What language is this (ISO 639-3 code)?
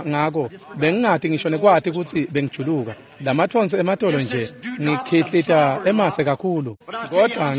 ssw